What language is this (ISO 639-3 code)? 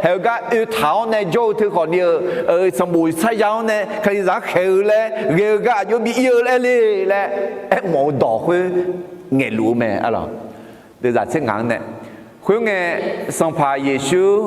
ahk